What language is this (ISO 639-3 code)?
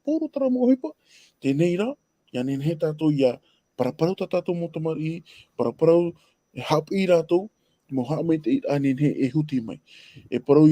tah